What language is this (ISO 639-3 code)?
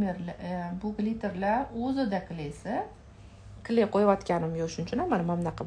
uzb